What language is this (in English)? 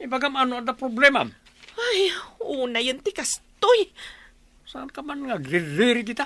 Iloko